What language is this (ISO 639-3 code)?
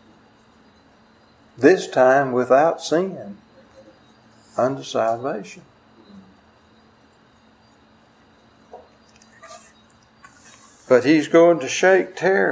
eng